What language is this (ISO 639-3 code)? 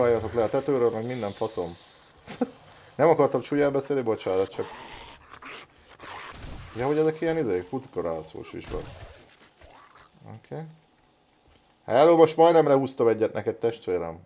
hun